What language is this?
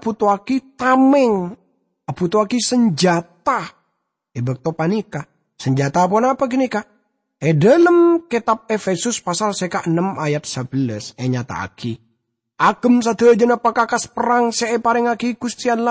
Madurese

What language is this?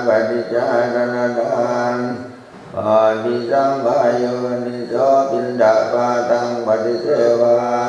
Pali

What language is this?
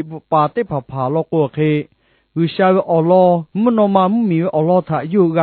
Lahu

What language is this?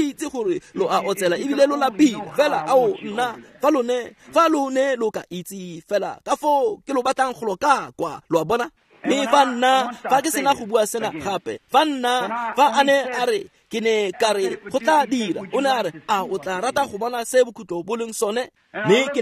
Tswana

